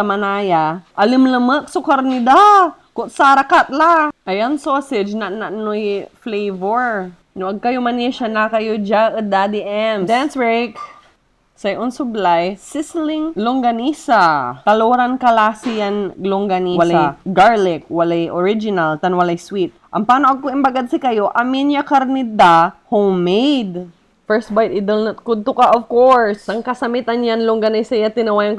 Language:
Pangasinan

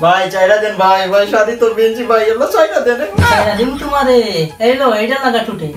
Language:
Sylheti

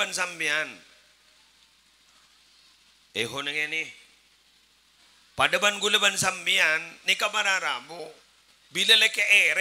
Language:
Madurese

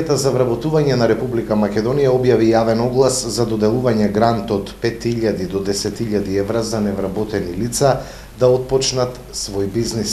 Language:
Macedonian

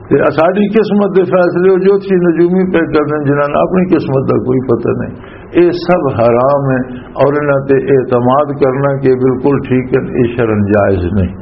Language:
Western Panjabi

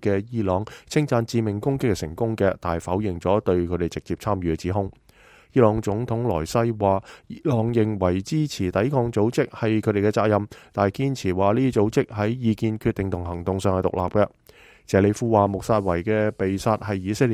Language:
Cantonese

